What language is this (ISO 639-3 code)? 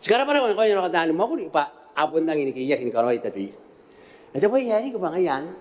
gil